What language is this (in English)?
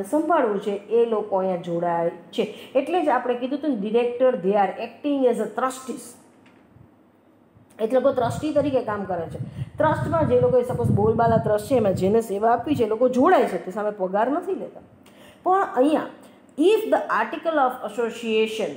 Gujarati